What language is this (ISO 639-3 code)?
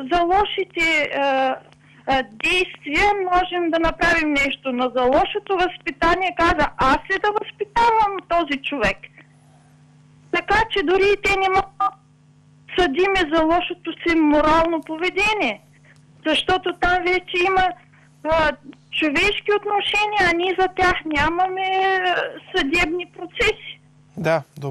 bul